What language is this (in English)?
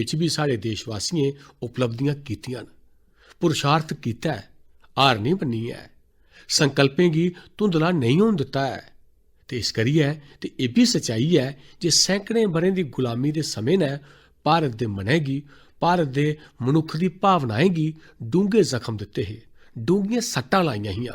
Dogri